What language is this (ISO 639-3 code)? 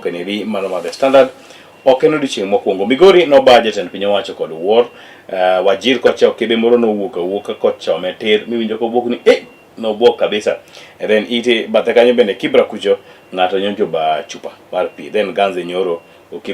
luo